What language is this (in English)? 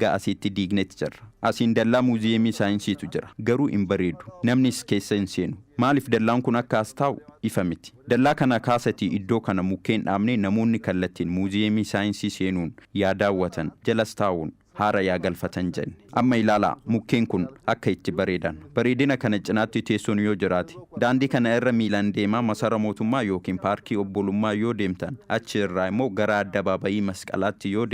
Oromo